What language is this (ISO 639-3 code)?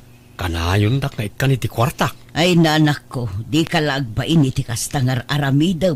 ilo